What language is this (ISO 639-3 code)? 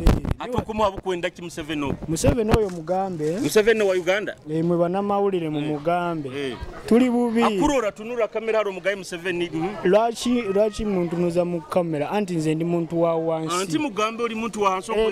nyo